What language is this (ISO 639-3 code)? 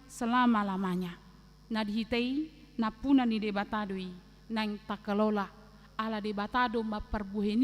bbc